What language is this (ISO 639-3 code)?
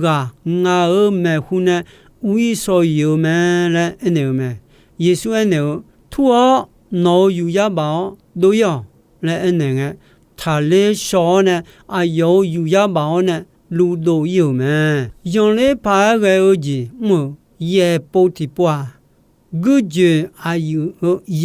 ahk